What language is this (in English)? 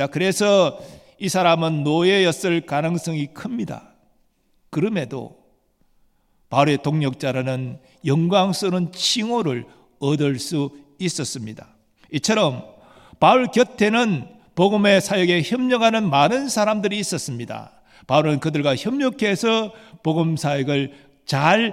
Korean